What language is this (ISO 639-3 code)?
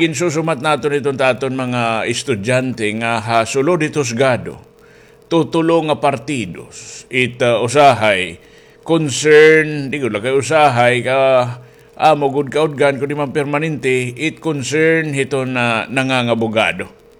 war